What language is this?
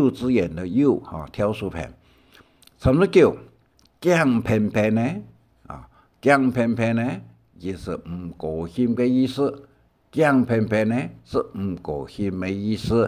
Hakka Chinese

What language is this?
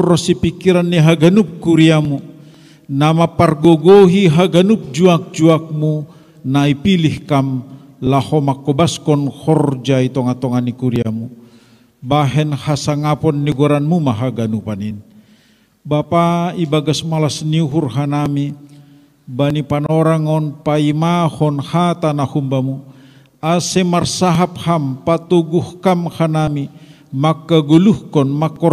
Batak Simalungun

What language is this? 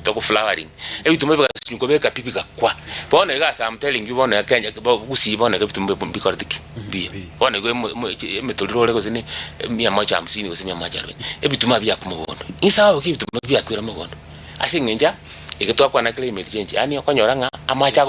Gusii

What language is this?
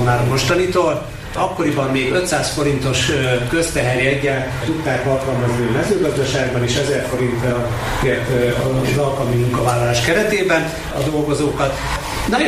Hungarian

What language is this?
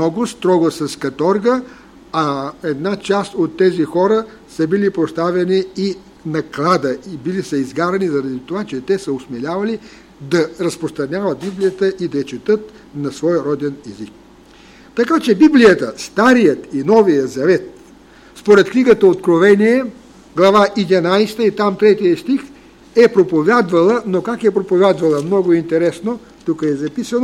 Bulgarian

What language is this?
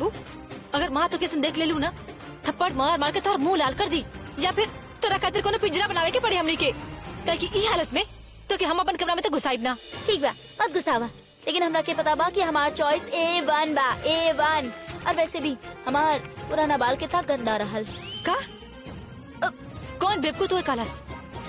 Bhojpuri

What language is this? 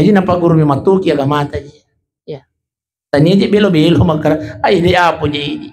Buginese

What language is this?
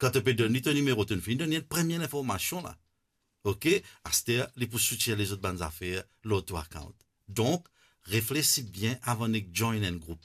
Morisyen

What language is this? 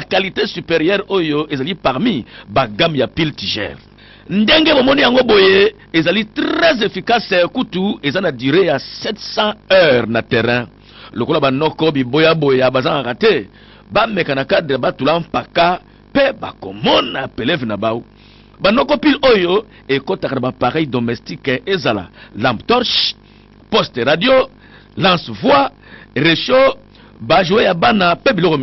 Lingala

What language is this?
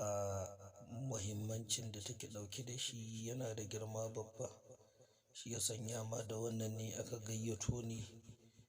Hausa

